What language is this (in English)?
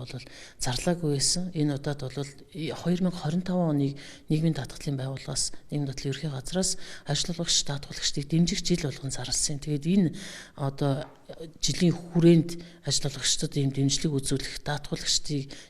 Mongolian